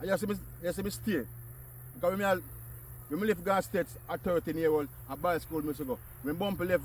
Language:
Jamaican Creole English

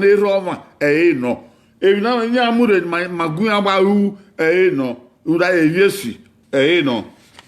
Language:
Bini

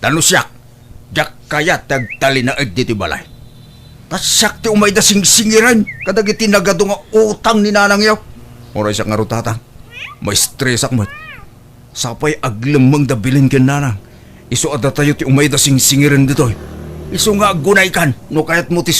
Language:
Iloko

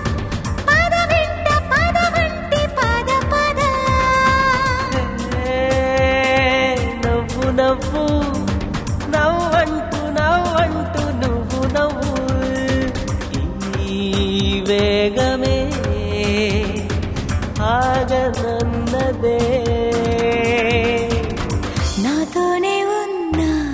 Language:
Telugu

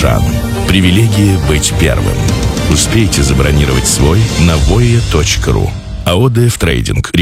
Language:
Russian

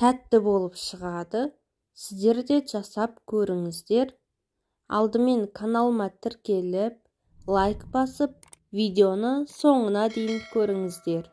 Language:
Kazakh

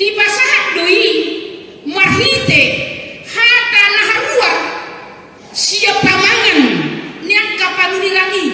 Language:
Batak Toba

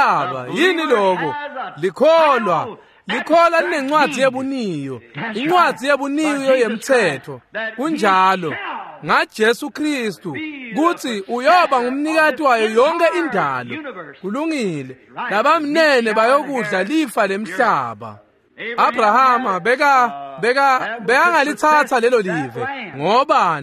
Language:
Swati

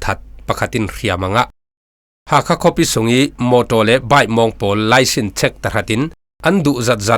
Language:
Falam Chin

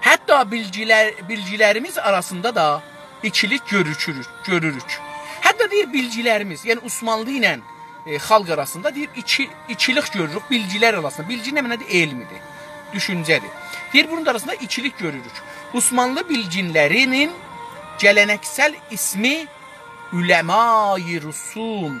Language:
South Azerbaijani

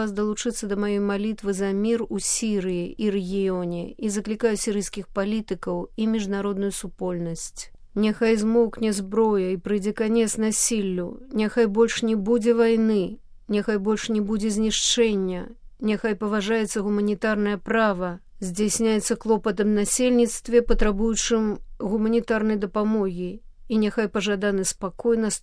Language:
Belarusian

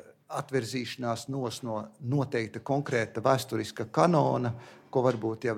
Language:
Latvian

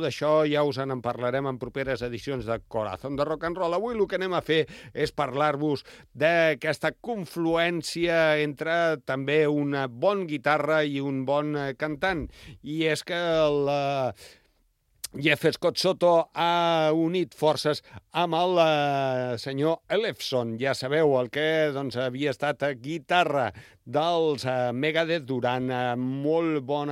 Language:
Catalan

